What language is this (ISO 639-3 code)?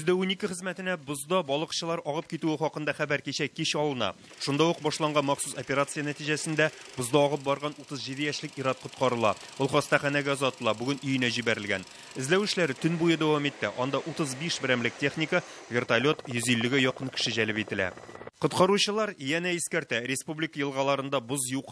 tat